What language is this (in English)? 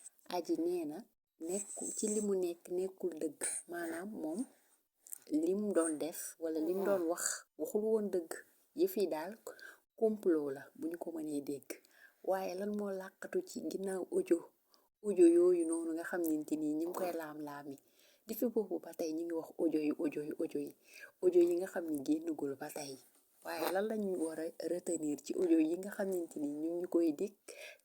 Wolof